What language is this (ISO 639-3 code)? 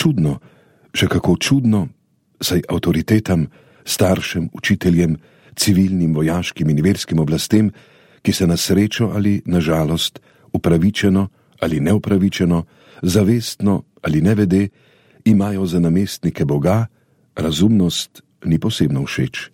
slv